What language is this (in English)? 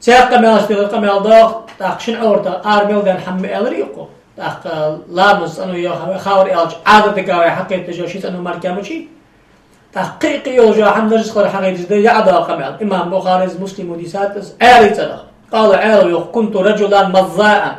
Ingush